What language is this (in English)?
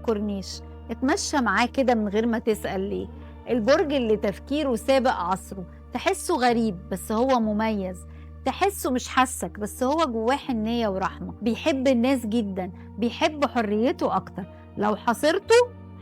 Egyptian Arabic